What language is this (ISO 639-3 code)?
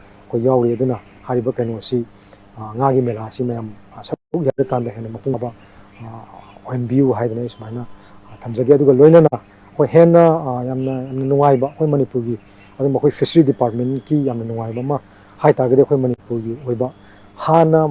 mni